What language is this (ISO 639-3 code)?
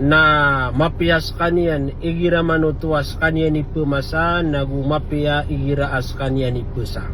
mrw